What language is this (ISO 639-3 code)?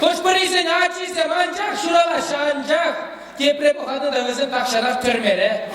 chv